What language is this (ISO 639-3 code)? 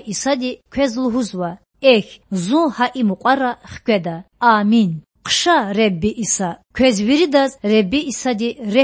lez